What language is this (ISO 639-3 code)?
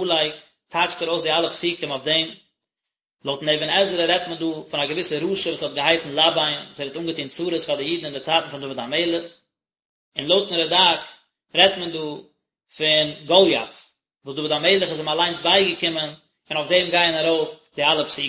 yid